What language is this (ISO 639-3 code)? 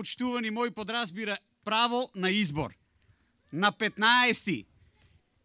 mkd